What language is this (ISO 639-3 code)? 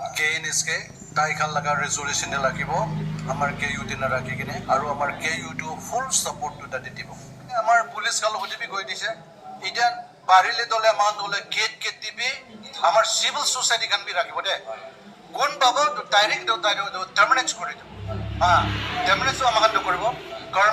nag